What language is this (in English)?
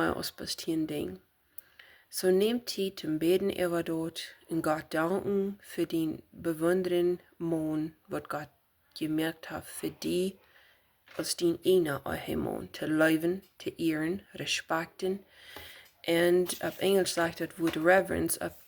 Plautdietsch